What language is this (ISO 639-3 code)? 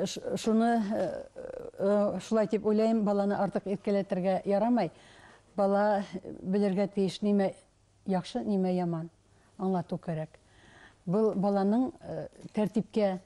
bak